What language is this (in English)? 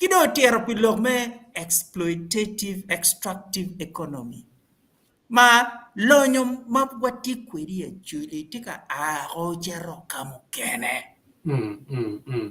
Acoli